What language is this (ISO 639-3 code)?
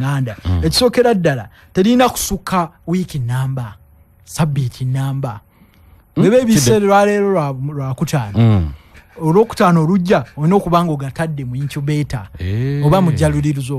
lug